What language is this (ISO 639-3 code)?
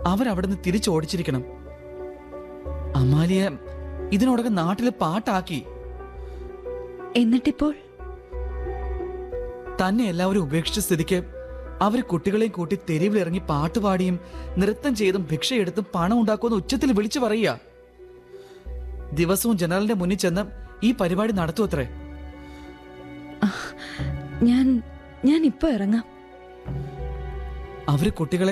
mal